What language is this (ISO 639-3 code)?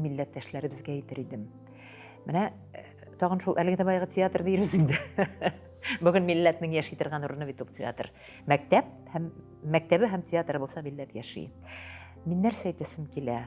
tat